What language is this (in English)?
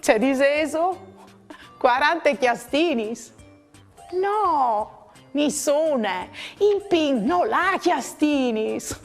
Friulian